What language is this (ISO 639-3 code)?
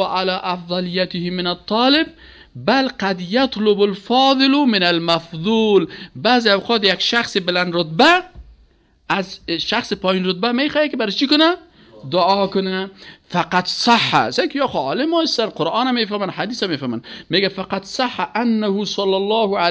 fas